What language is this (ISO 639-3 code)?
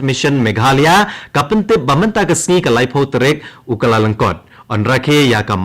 kha